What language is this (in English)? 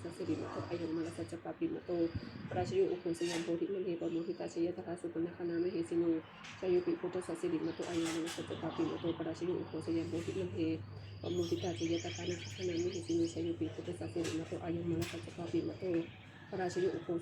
Pali